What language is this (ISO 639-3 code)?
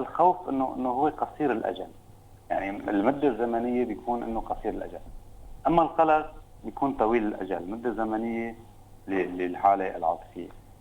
apc